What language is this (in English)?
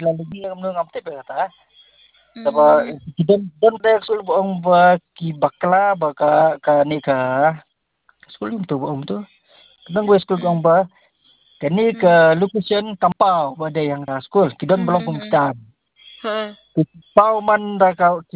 Khasi